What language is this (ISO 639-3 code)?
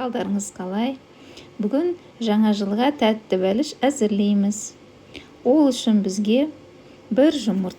kaz